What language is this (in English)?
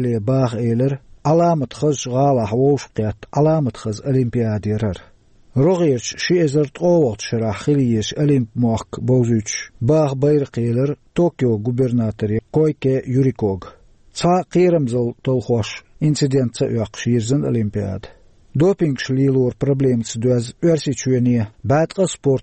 Chechen